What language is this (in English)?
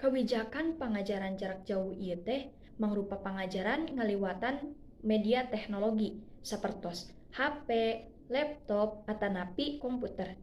Sundanese